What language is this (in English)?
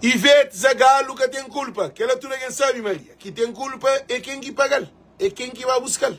Kabuverdianu